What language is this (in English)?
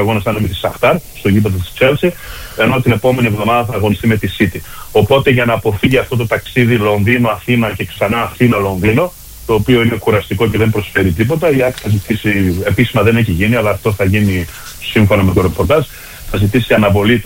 Greek